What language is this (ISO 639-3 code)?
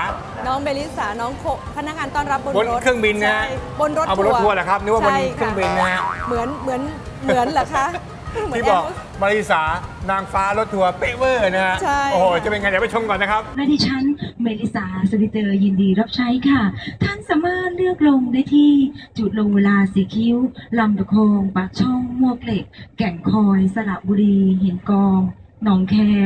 tha